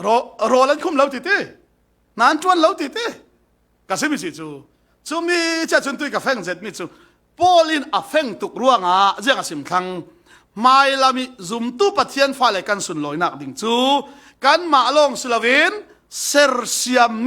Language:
Falam Chin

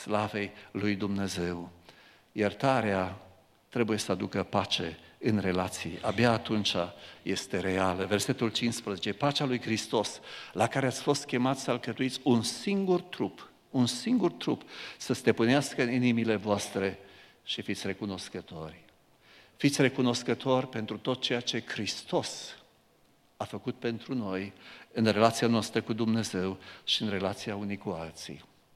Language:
Romanian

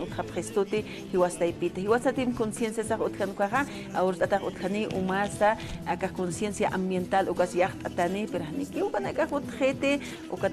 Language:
Aymara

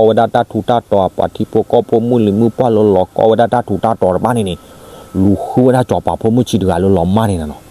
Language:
S'gaw Karen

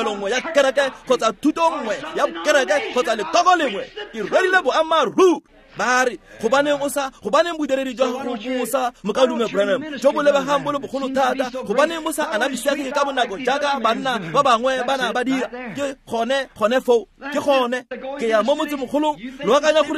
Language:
Tswana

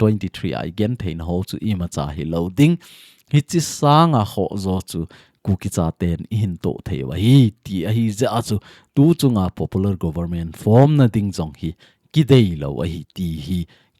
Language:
Thado Chin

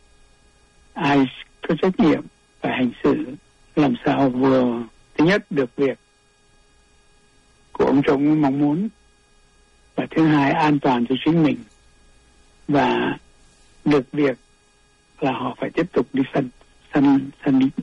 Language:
Vietnamese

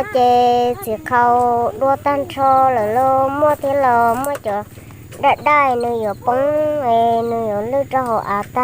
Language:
Hmong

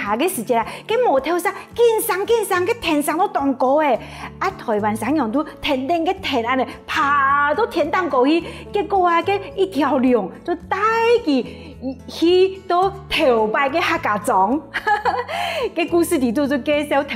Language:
Hakka Chinese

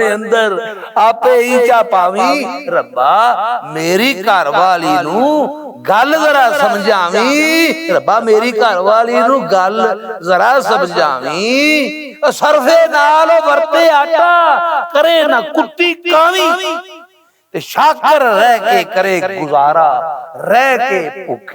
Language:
Western Panjabi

